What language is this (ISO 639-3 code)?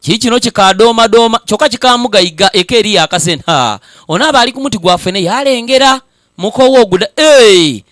lug